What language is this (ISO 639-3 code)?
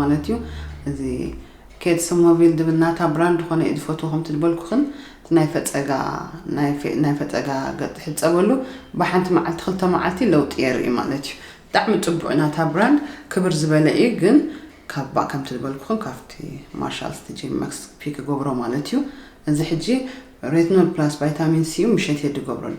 tir